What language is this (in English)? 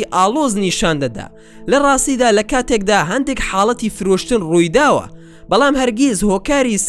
Central Kurdish